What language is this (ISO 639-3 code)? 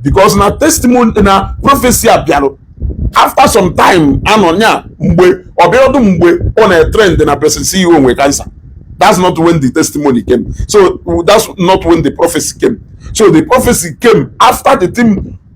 ibo